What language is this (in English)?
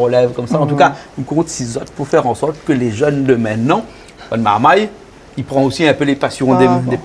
Réunion Creole French